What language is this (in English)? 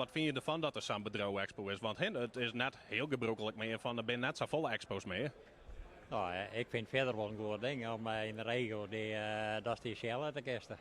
Western Frisian